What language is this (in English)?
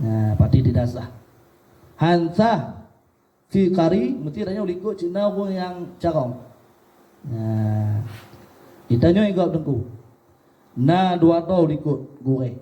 Achinese